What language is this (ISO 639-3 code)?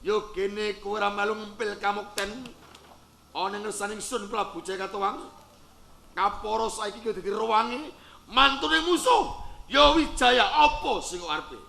jav